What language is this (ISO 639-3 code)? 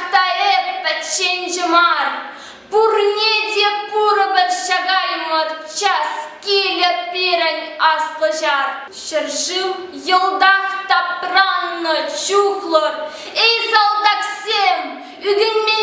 chv